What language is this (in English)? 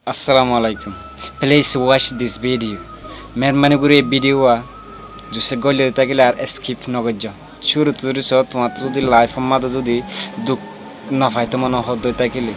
Rohingya